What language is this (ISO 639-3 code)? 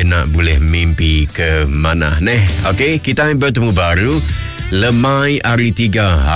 iba